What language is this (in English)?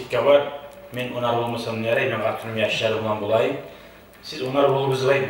Kumyk